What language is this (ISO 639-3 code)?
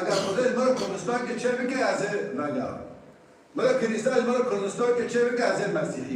kur